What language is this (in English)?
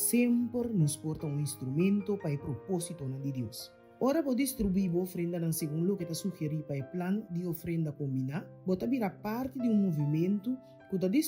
Papiamento